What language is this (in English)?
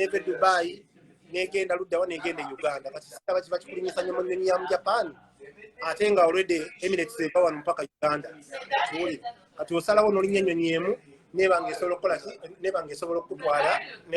Ganda